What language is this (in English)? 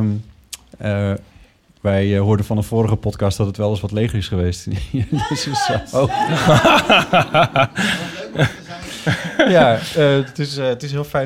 Dutch